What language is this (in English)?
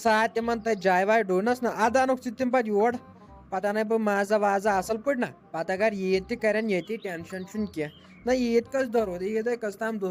Kashmiri